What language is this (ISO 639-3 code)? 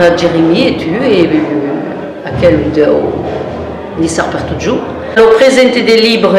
oci